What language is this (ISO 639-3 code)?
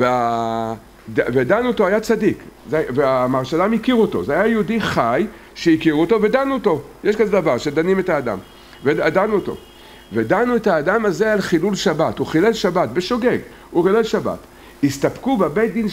heb